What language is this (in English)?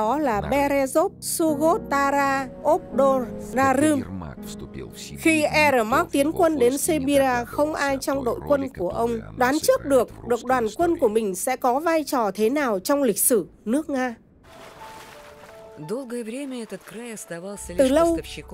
Vietnamese